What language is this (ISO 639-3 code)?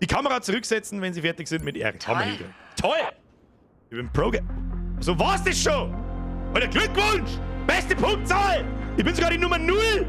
bar